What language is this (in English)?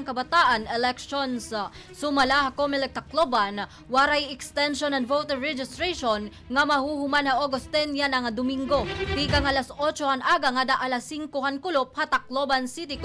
Waray